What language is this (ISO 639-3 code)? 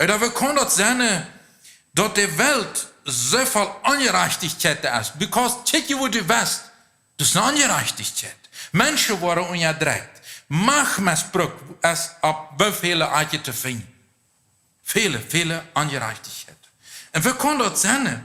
pdt